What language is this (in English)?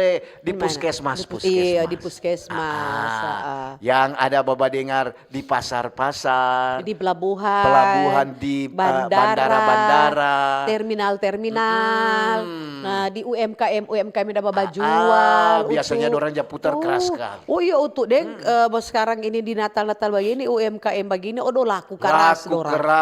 Manado Malay